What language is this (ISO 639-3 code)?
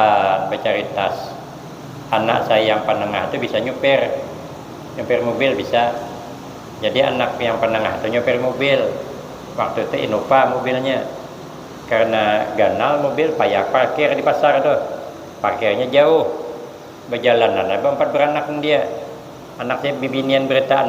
bjn